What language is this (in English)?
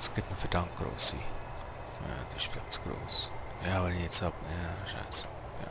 Swiss German